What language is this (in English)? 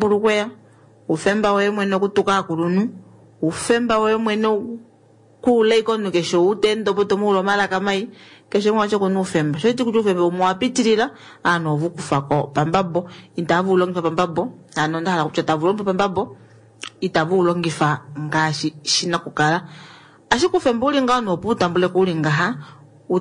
Kuanyama